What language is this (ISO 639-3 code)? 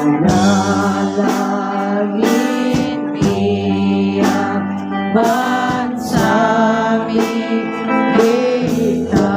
pam